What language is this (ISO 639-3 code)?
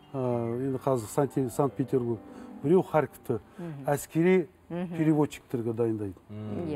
kaz